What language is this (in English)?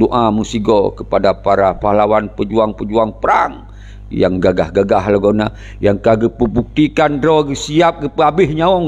Achinese